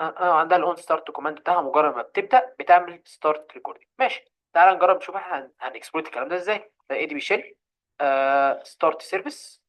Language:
Egyptian Arabic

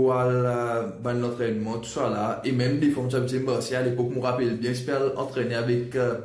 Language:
Morisyen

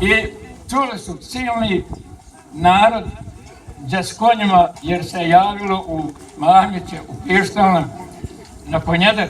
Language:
Bosnian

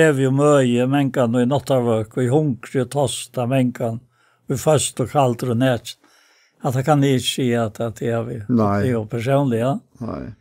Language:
Faroese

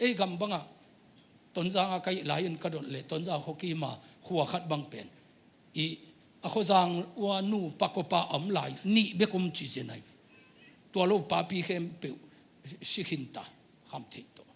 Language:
Tedim Chin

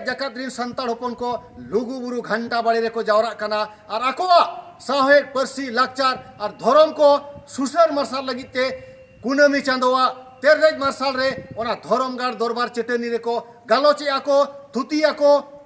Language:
Santali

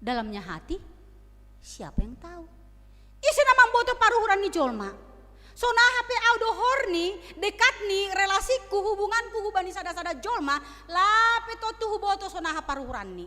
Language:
Batak Simalungun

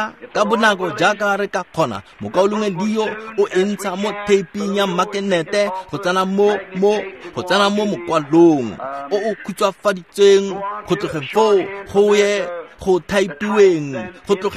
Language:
Tswana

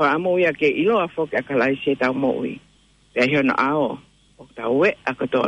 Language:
Tongan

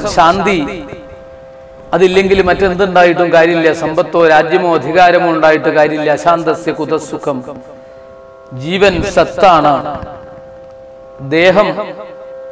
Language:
Malayalam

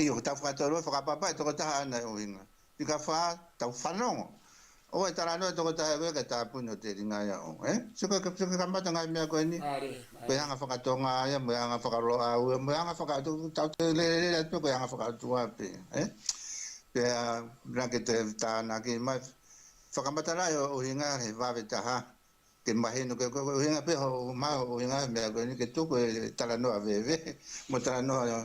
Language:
Tongan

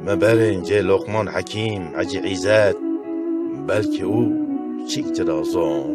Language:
Zaza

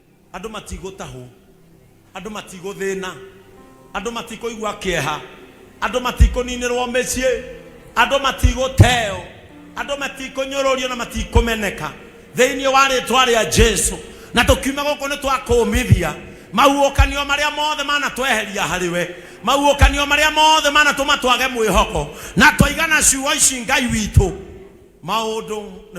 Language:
Kikuyu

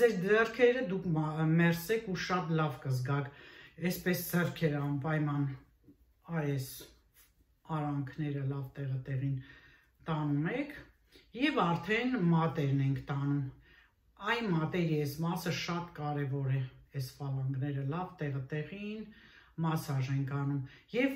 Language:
Armenian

